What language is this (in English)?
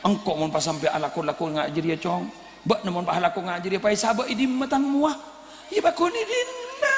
Madurese